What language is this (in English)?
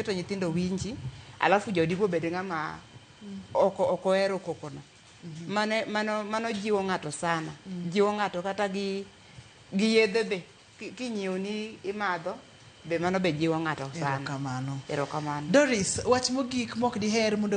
Luo (Kenya and Tanzania)